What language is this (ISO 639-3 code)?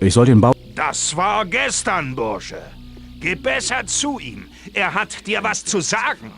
bar